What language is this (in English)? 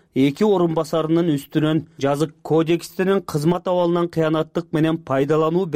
Kyrgyz